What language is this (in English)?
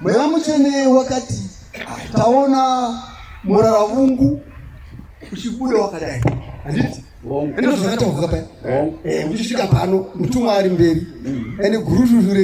Shona